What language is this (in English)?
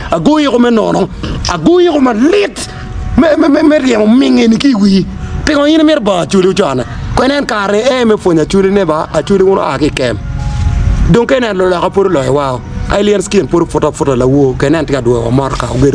Acoli